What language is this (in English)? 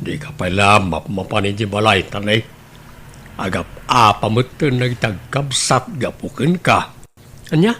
Iloko